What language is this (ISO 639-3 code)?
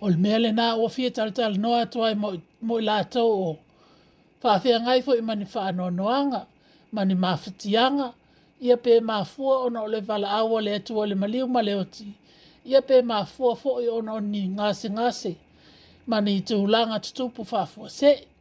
smo